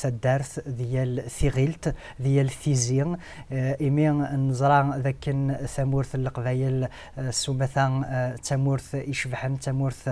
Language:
Kabyle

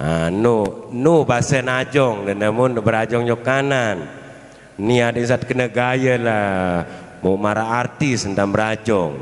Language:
Sasak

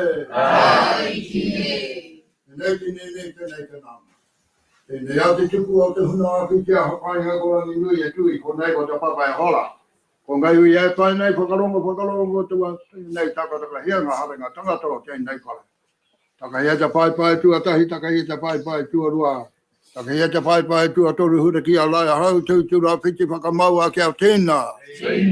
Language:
Māori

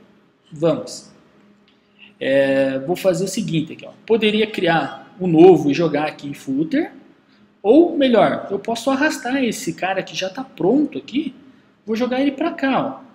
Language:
Portuguese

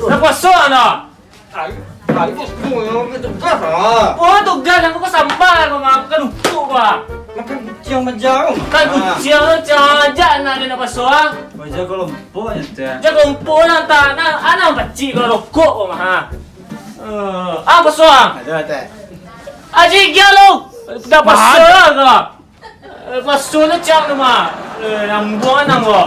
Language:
Minangkabau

